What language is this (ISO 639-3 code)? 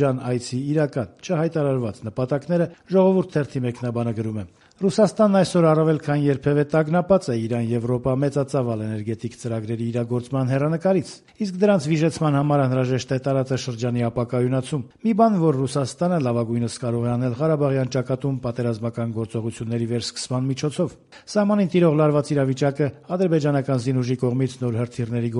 hye